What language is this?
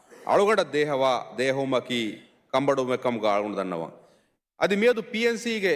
Divehi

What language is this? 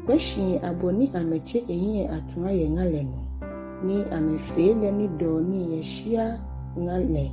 Ga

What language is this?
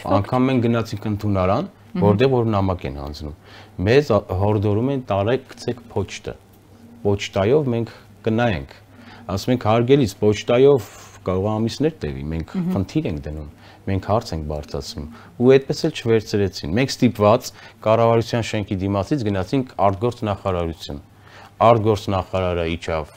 Armenian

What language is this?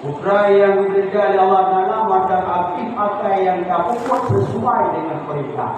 Achinese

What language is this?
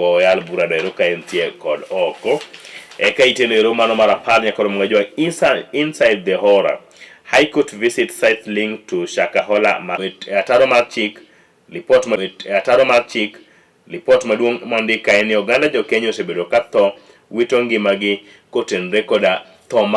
Luo (Kenya and Tanzania)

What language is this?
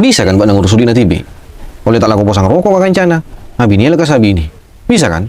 Madurese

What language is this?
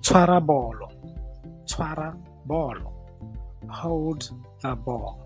Tswana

